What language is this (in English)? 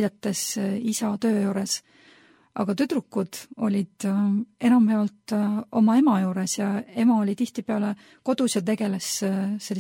Estonian